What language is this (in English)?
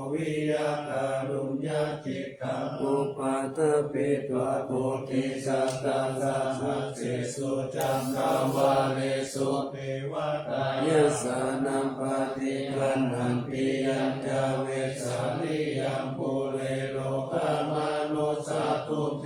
Pali